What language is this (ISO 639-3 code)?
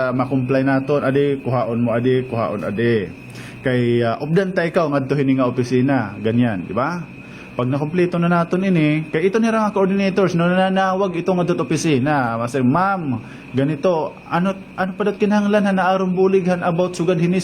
war